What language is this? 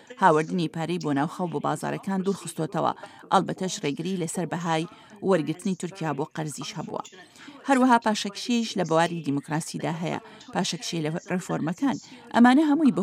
Central Kurdish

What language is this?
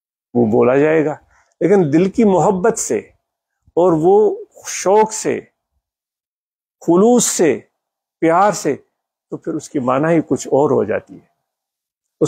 Urdu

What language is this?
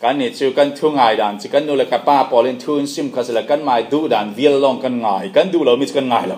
Falam Chin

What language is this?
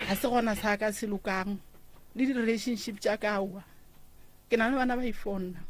Northern Sotho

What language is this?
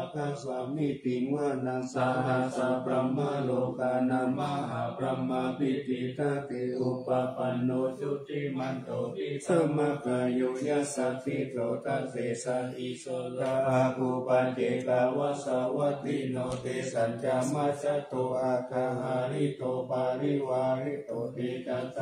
Pali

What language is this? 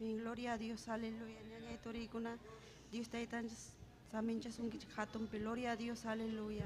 Ayacucho Quechua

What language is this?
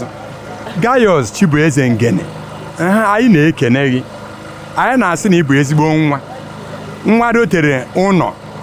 Igbo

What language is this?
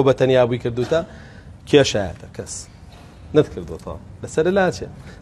Central Kurdish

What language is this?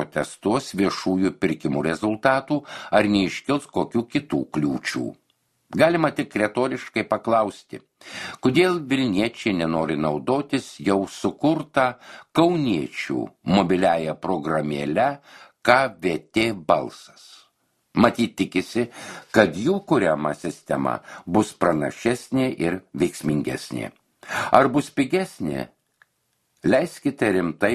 Lithuanian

